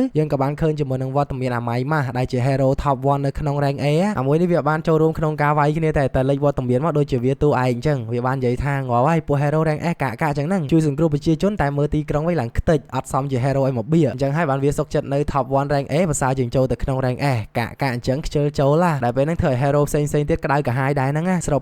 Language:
Khmer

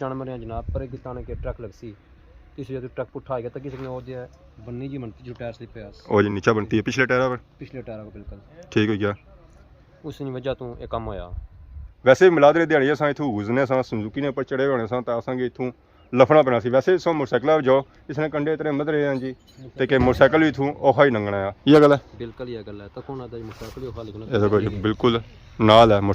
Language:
Pahari-Potwari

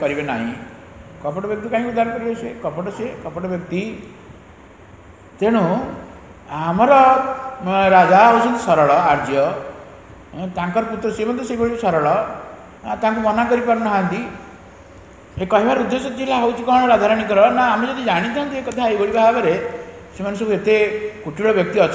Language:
Odia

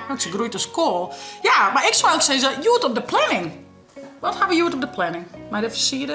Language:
Western Frisian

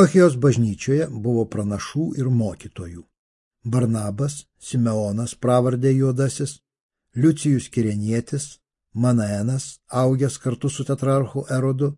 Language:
Lithuanian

